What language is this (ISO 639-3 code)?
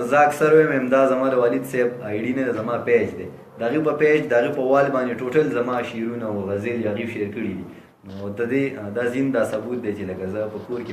pus